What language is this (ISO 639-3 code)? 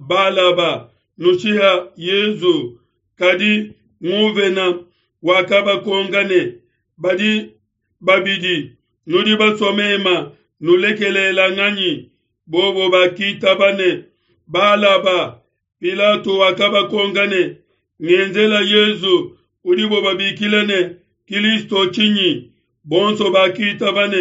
lua